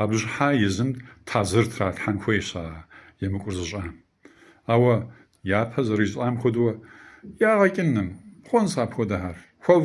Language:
Kabardian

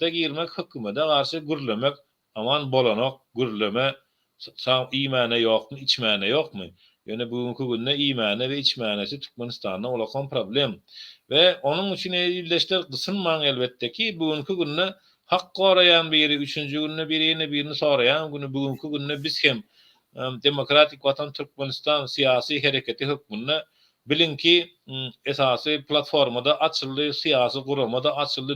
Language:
Turkmen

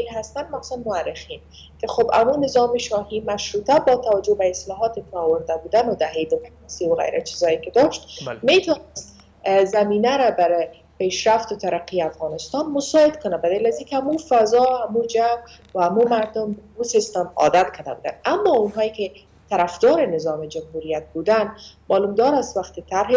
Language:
Persian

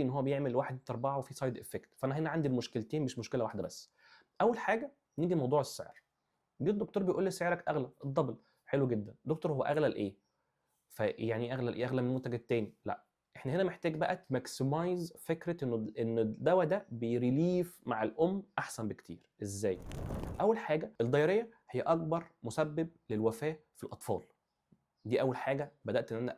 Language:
Egyptian Arabic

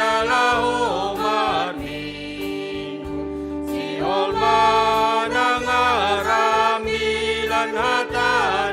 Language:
Batak Simalungun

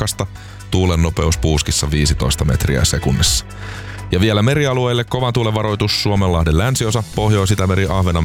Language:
Finnish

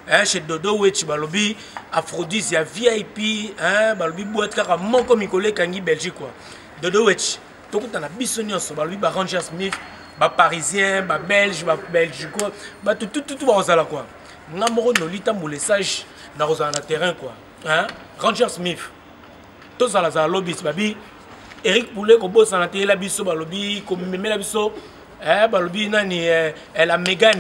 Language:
Lingala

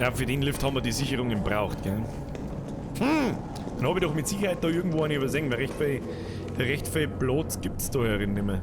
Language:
Bavarian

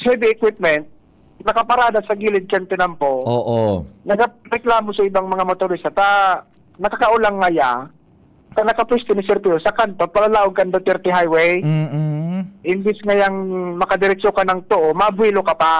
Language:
Bikol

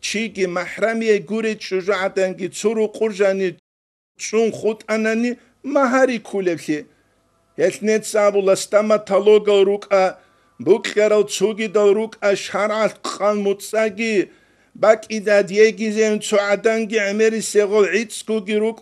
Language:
Avaric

